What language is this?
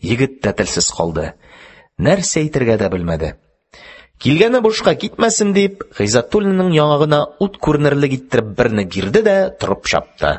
Tatar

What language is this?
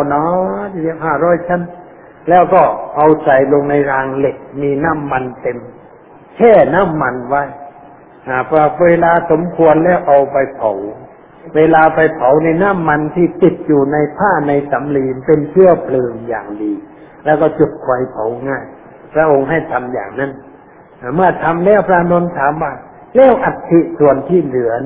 Thai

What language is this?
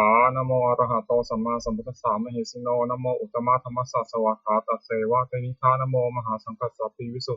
Pali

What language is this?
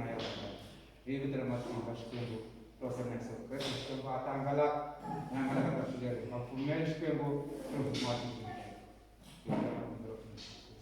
Tsonga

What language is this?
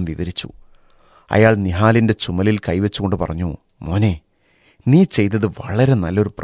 Malayalam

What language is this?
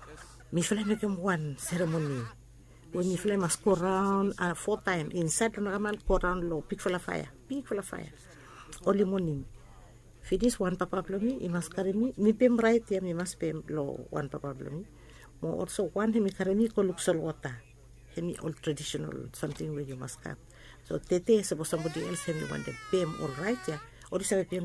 Bislama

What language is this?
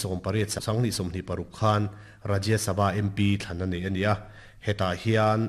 Mizo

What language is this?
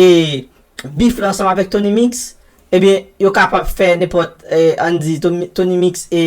Haitian Creole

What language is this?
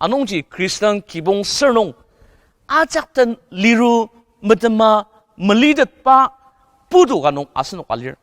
Ao Naga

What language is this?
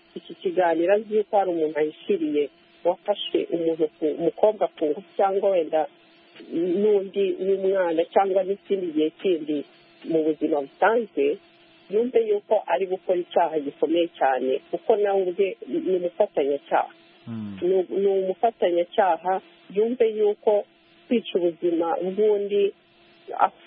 Kinyarwanda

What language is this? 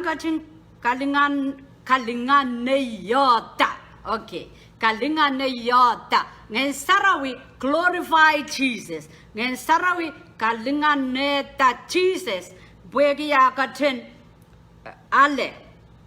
Pohnpeian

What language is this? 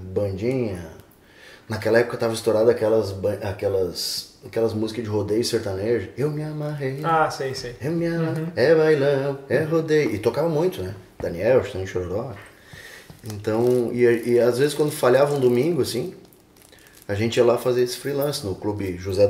Portuguese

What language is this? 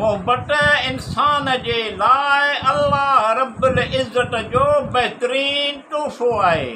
Sindhi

